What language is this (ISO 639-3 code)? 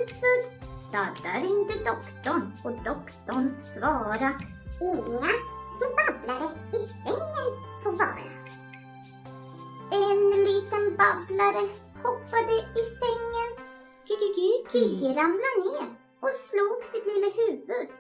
swe